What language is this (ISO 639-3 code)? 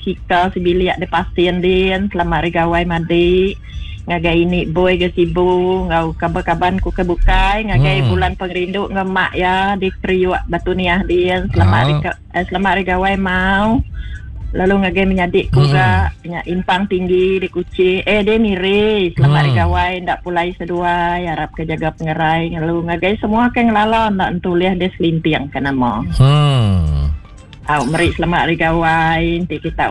iba